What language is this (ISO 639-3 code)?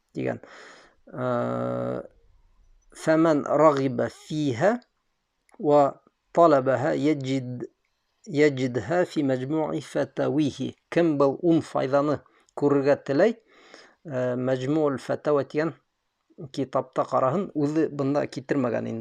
bak